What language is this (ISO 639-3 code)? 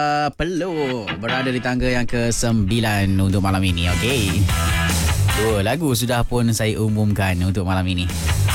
msa